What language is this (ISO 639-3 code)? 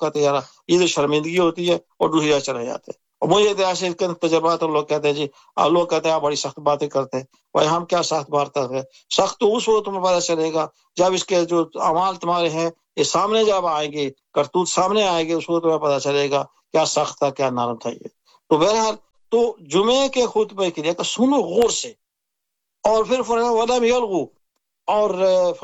urd